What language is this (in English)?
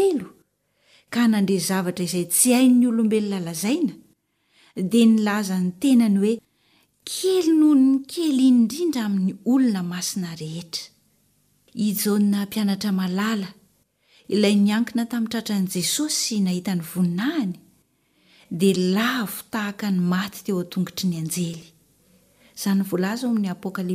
Malagasy